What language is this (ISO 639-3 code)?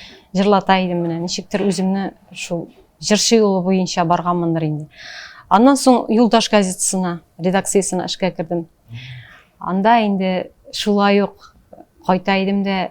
tat